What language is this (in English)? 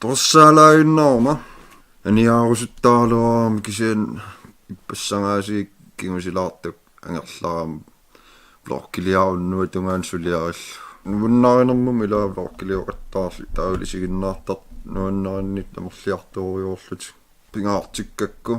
Kalaallisut